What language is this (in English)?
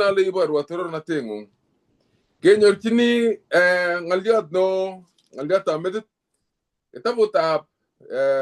Kalenjin